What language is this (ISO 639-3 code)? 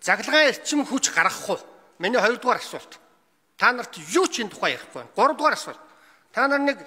mon